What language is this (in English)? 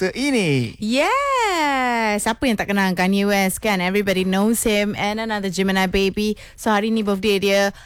Malay